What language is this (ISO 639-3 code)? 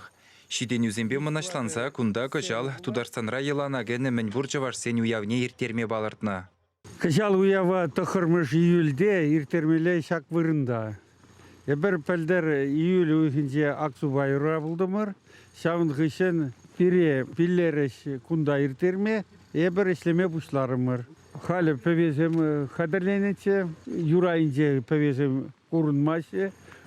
chv